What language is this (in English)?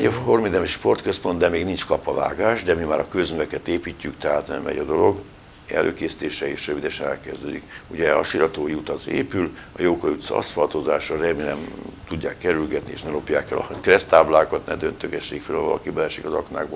Hungarian